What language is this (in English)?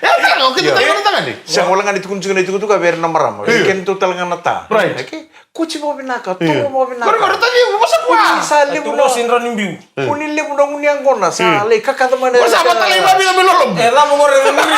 Fijian